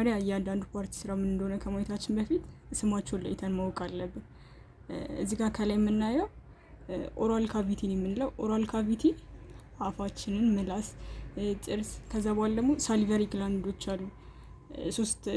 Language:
Amharic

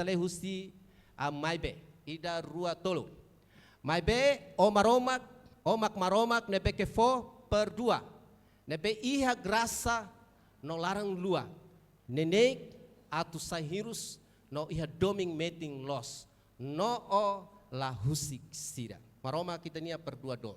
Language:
Tetum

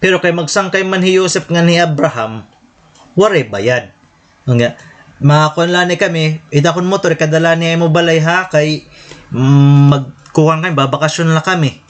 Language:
Waray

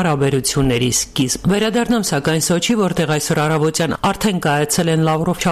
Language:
Armenian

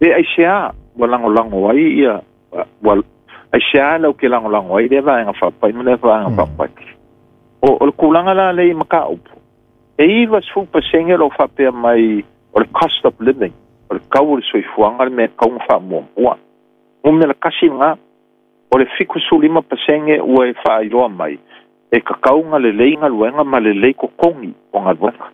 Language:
Samoan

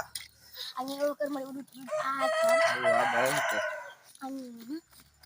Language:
Sundanese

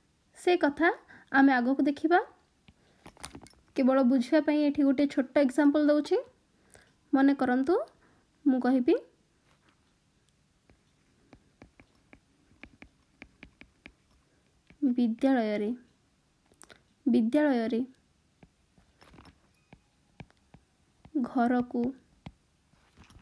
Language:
Odia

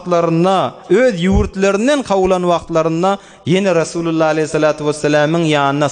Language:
Turkmen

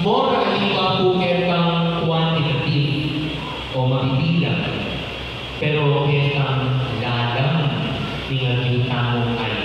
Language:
Pampanga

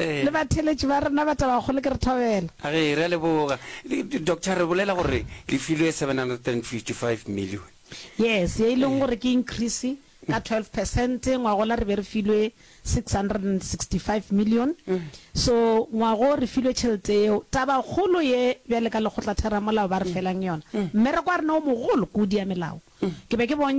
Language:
Northern Sotho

